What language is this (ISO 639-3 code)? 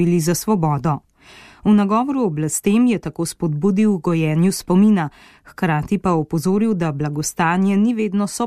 slv